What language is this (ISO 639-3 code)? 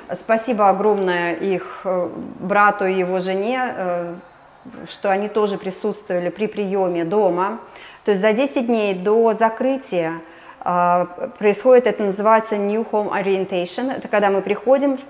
rus